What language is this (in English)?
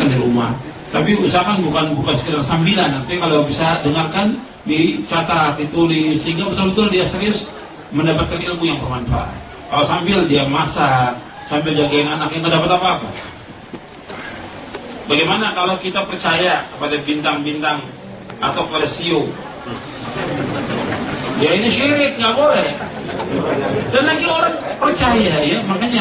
Indonesian